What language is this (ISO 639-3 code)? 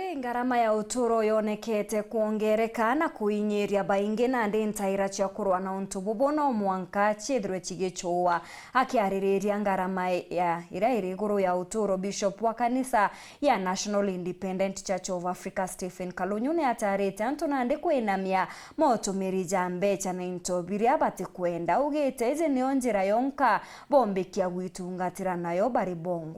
mer